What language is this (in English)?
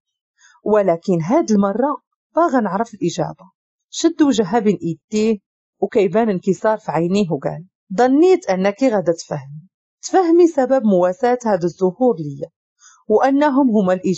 Moroccan Arabic